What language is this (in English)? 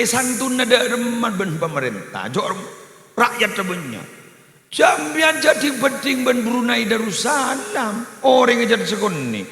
Madurese